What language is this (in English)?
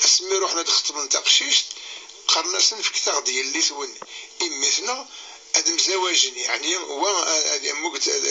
Kabyle